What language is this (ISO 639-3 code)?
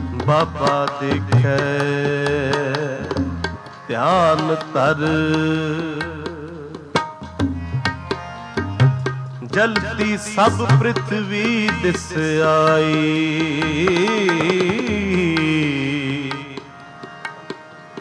pan